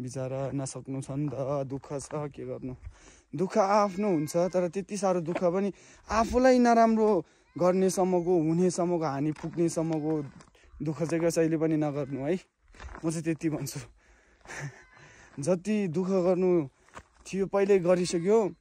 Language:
Nepali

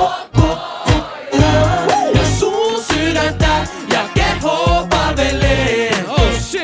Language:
Finnish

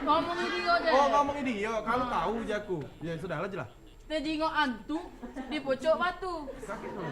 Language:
Musi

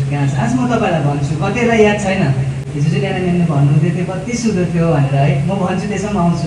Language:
Nepali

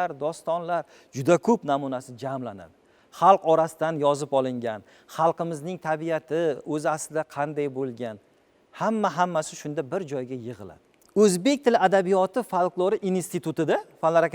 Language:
Uzbek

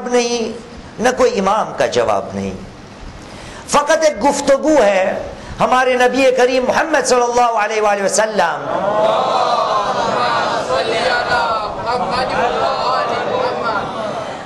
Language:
Urdu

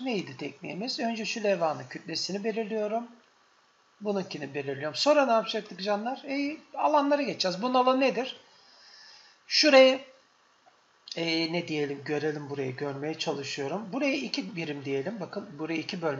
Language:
Turkish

